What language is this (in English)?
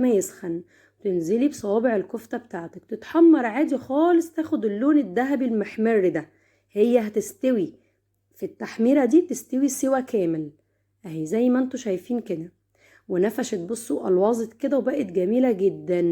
Egyptian Arabic